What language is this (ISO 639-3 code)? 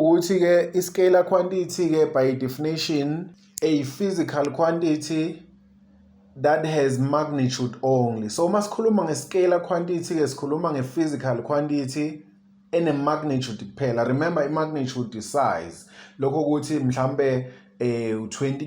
zul